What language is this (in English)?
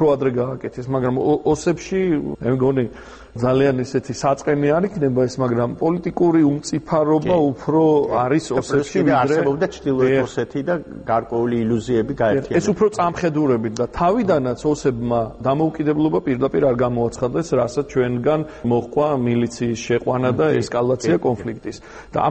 Georgian